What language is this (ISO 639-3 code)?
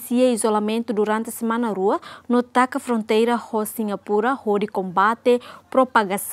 tet